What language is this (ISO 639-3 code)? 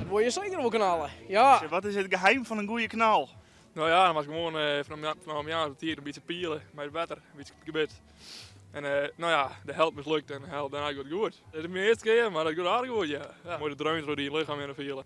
fry